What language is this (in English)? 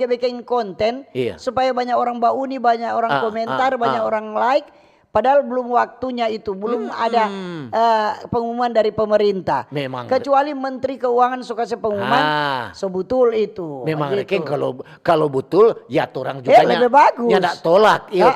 Manado Malay